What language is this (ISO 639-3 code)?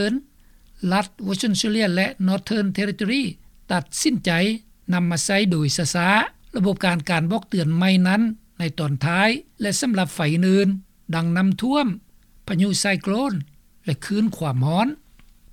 lao